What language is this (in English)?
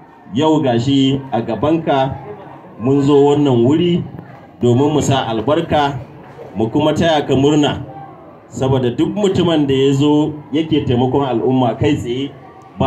Hausa